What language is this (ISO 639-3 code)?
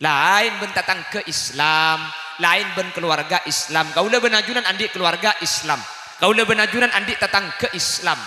mad